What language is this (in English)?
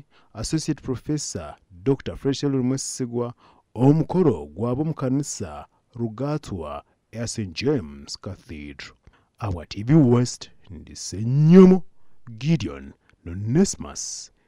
Nyankole